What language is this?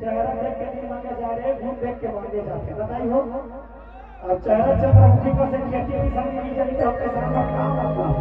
Chhattisgarhi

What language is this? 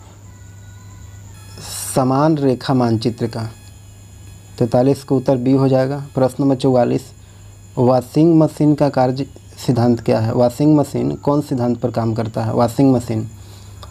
Hindi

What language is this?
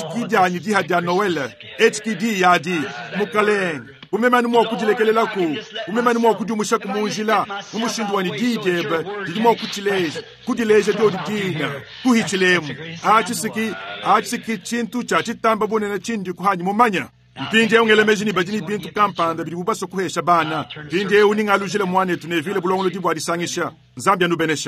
Luba-Lulua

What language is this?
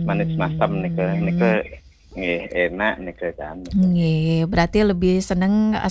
Balinese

